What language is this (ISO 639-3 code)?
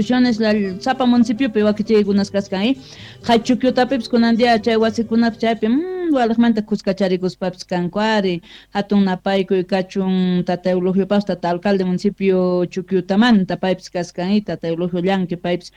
que